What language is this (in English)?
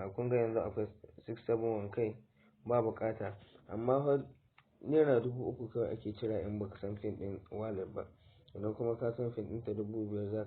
Hausa